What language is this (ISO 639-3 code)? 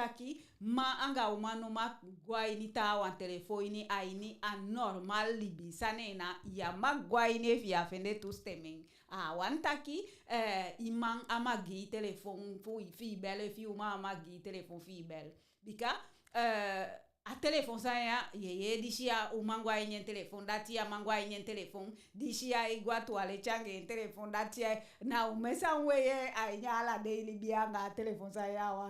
djk